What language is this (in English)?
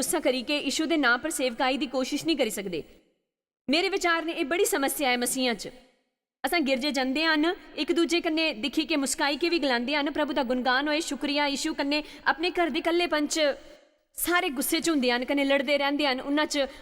Dogri